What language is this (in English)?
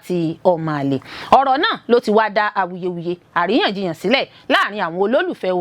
Yoruba